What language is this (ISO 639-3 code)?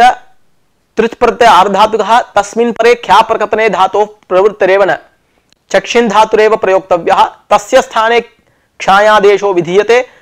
san